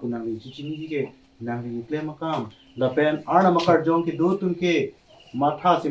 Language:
Karbi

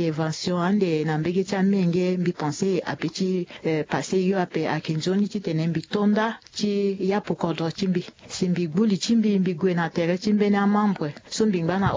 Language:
Sango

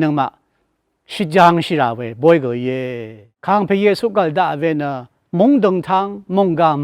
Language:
Rawang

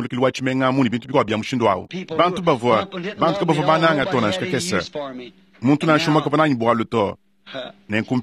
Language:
Luba-Lulua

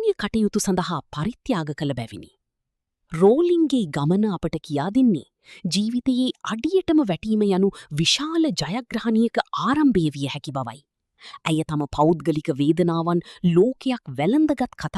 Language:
Sinhala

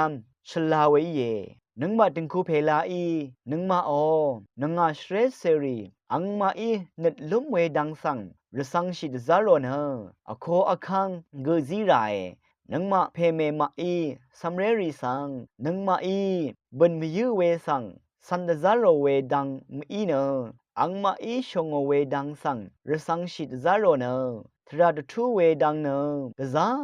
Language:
Rawang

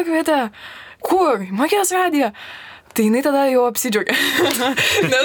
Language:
Lithuanian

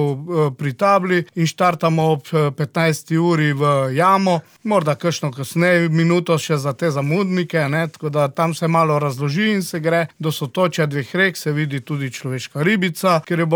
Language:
Slovenian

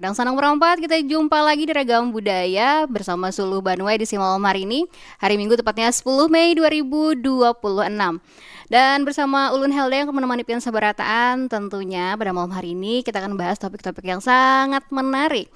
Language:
Banjar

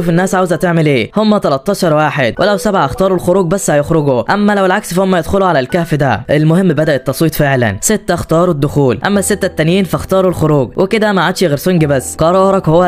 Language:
Egyptian Arabic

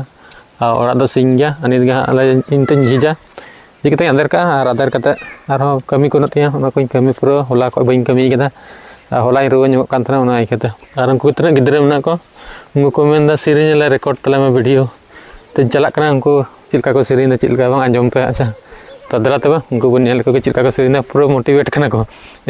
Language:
Santali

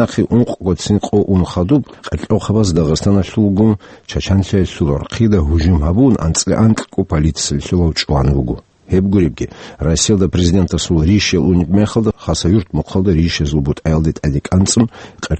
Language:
Avaric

